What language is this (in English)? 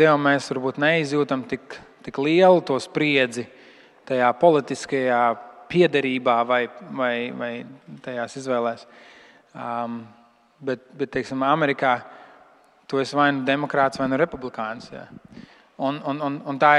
Latvian